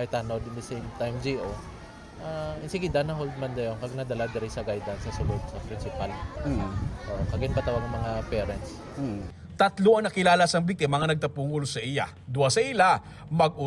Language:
Hiligaynon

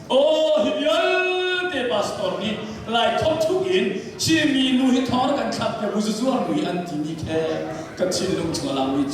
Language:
Hakha Chin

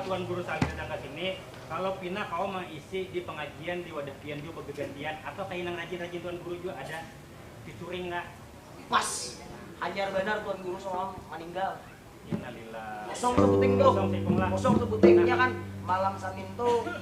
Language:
Banjar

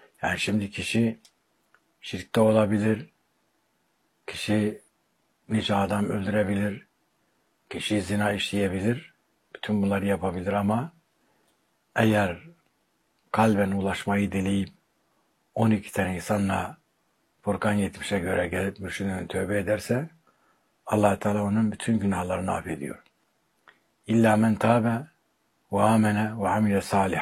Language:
Turkish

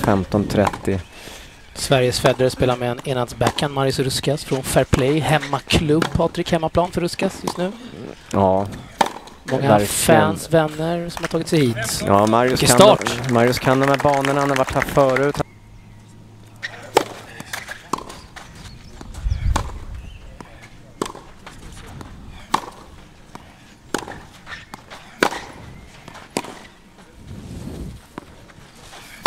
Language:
Swedish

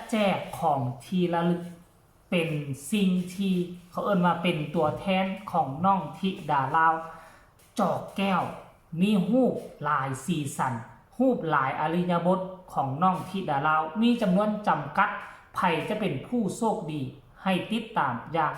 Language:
Lao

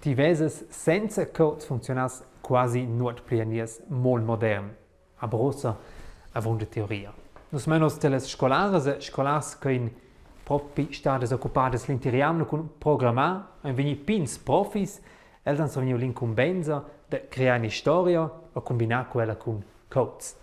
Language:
Romansh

